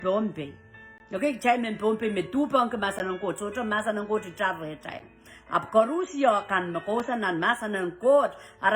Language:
Pohnpeian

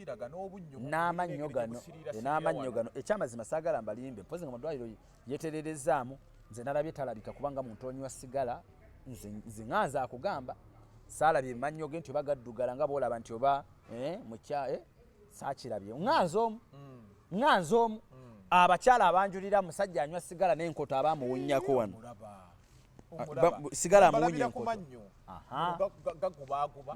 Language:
Ganda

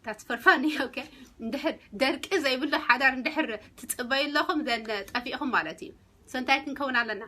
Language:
Tigrinya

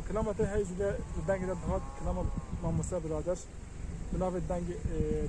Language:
Kurdish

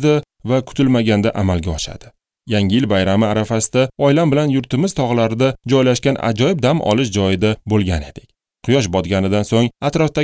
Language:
Uzbek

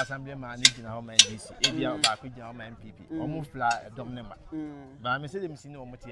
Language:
Akan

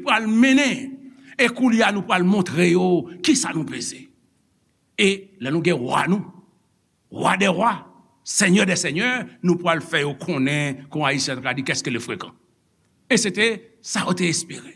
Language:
Haitian Creole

